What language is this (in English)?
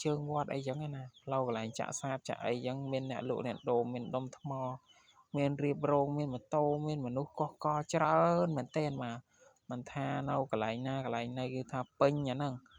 Khmer